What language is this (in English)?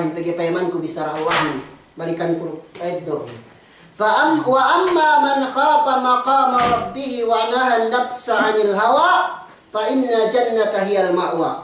Yakan